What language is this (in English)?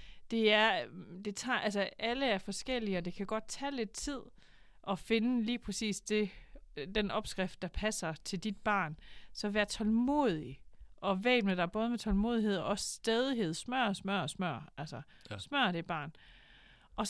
Danish